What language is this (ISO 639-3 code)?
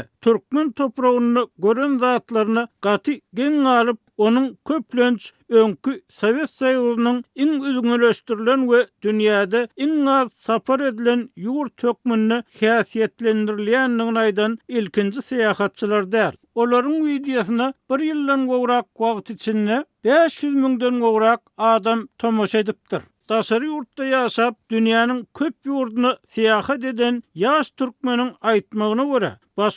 tuk